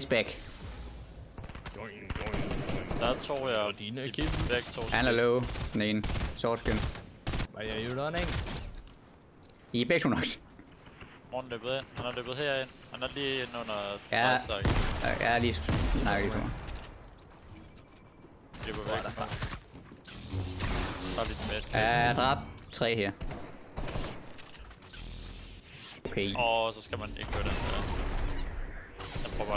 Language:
Danish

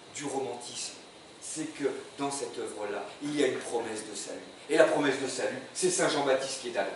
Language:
French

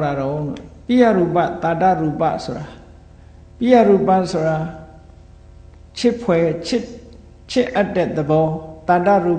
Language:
Burmese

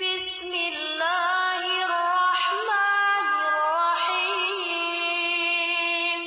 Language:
Chechen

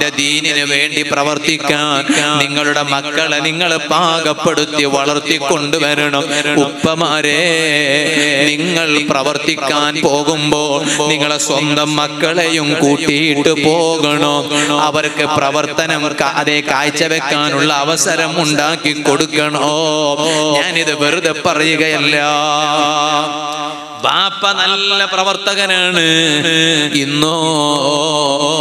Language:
Malayalam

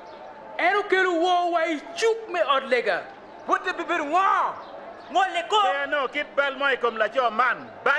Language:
Acoli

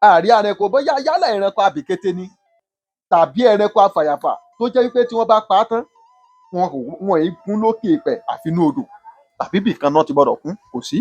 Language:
Yoruba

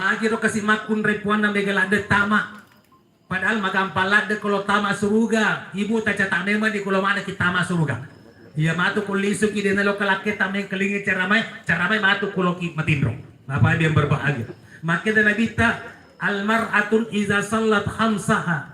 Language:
Buginese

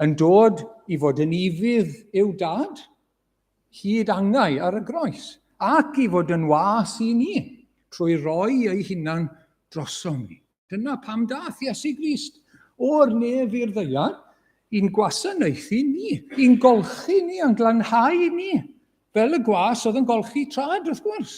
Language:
Welsh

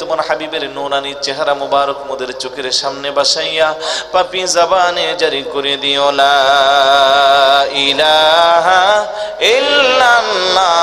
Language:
Bangla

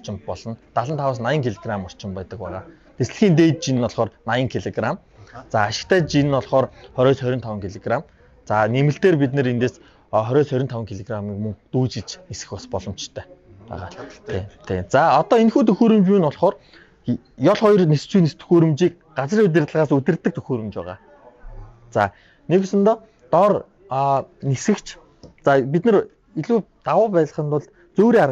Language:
Mongolian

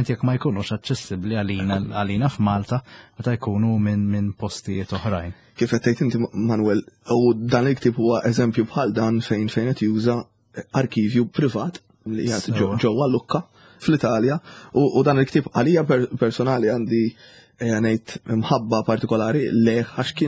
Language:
Maltese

